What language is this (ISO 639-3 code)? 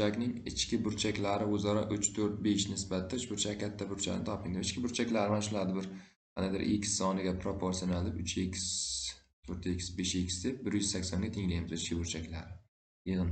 uzb